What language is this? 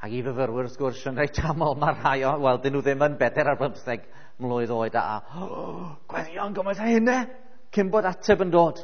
Welsh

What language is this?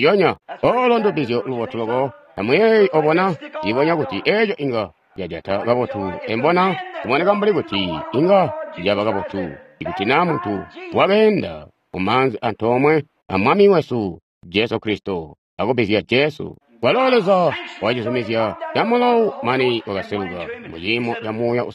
Tonga (Zambia)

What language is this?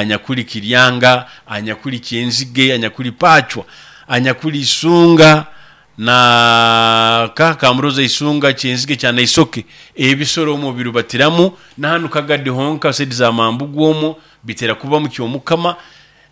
Nyoro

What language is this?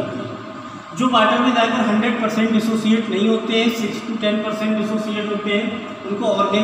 Hindi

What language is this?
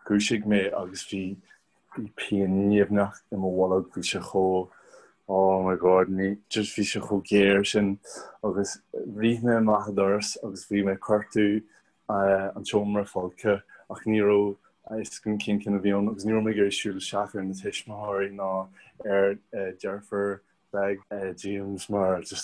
Irish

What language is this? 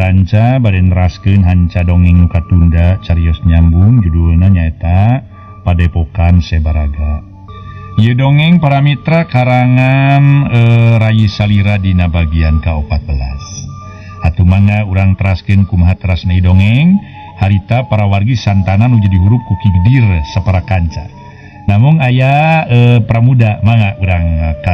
Sundanese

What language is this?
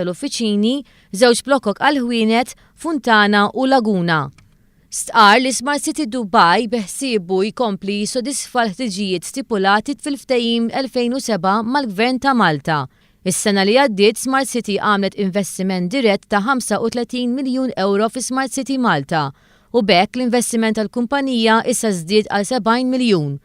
Maltese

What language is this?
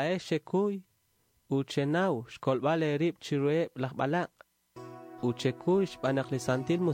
Kekchí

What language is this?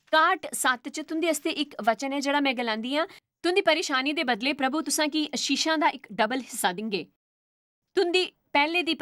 Dogri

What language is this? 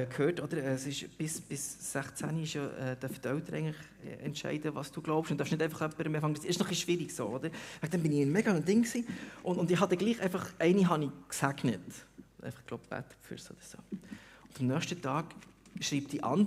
Swiss German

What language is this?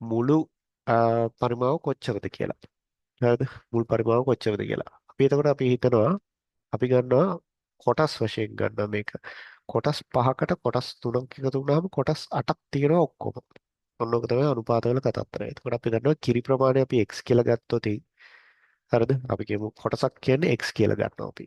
Sinhala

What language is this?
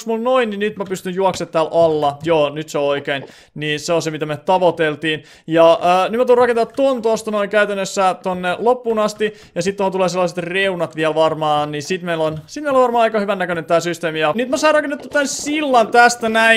Finnish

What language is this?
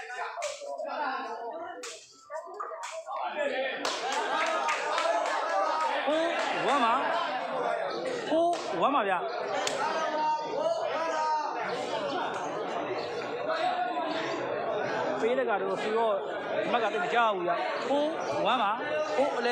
Burmese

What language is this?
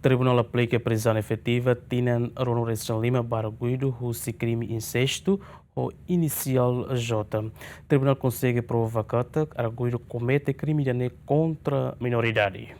Tetum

